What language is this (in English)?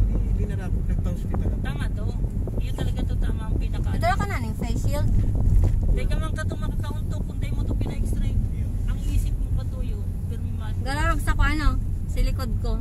Bikol